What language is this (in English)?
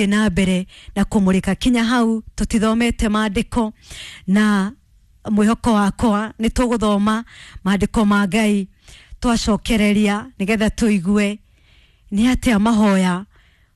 Kikuyu